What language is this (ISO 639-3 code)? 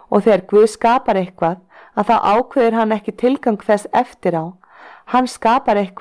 isl